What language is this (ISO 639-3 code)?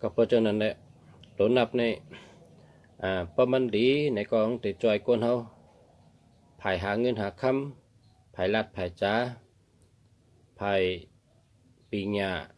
shn